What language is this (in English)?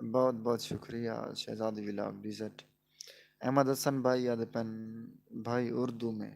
Saraiki